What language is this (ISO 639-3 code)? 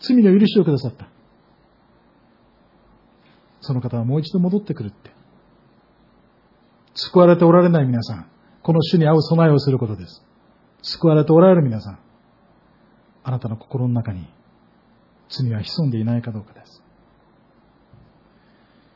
jpn